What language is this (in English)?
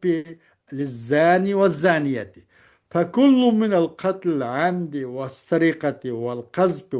Uyghur